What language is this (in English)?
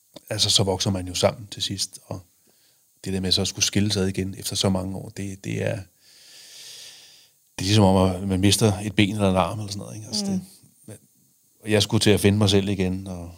Danish